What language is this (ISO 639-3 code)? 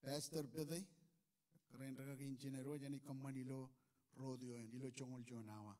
mah